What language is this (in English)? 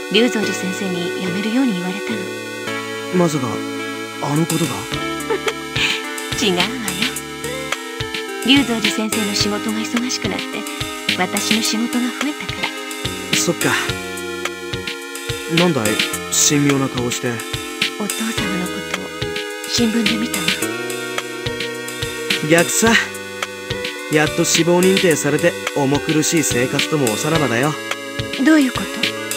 Japanese